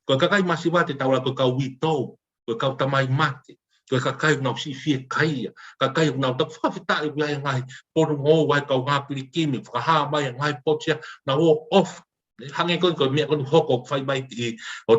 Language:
Tongan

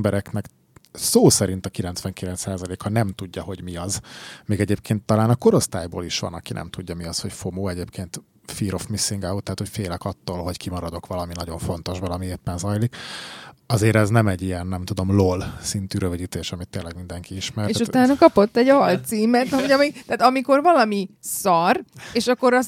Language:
Hungarian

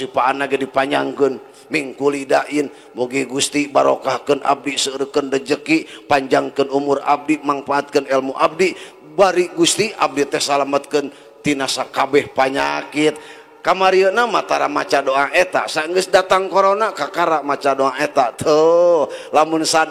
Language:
Sundanese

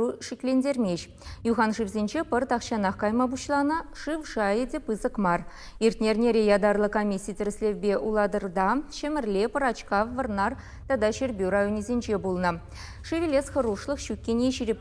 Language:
Chuvash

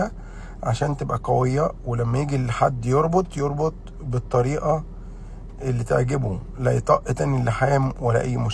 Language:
Egyptian Arabic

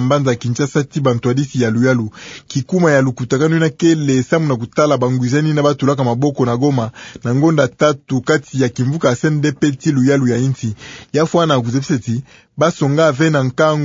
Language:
Kituba (Democratic Republic of Congo)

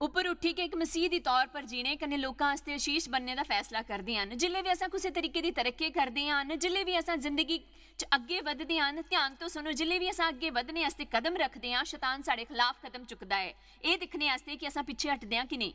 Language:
Dogri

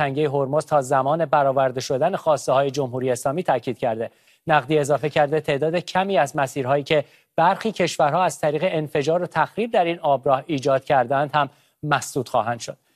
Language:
Persian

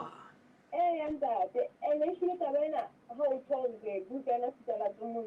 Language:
Southern Sotho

